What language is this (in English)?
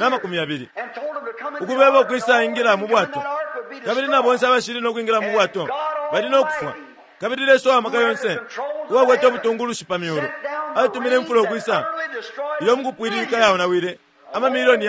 Bemba